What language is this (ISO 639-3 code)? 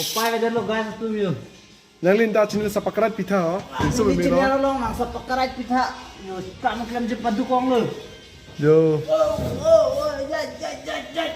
mjw